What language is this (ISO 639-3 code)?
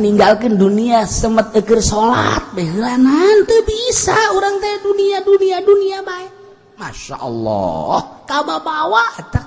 sun